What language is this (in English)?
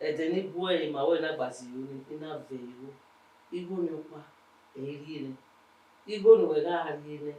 Bini